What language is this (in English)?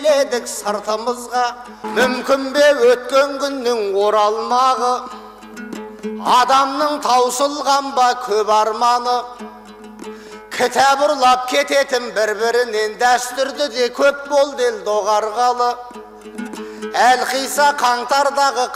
Kazakh